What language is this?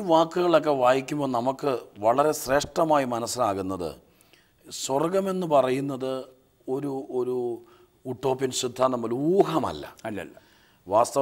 Malayalam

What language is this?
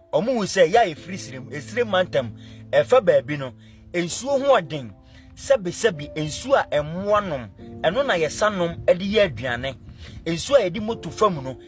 Akan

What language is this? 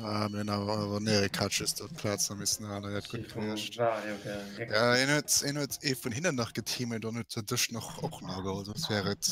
Luxembourgish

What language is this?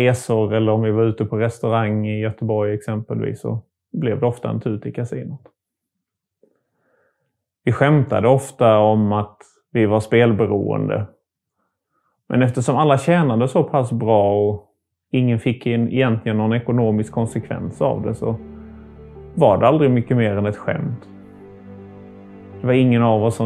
Swedish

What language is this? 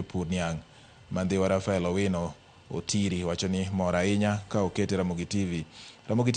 Luo (Kenya and Tanzania)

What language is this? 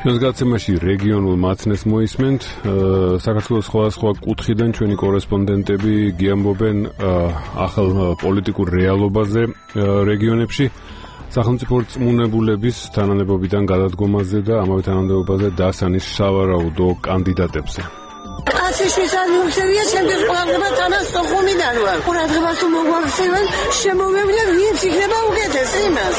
Georgian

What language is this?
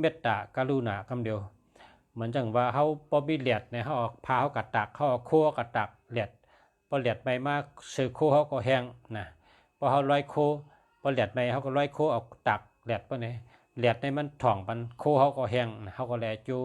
Shan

